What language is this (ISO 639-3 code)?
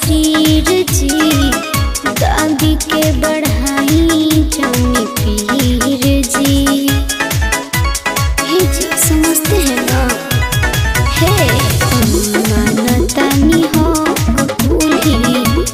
bho